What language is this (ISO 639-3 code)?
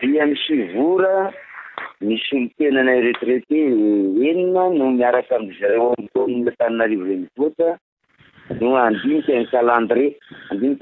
mlg